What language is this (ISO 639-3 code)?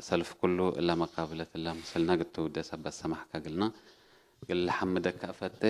tig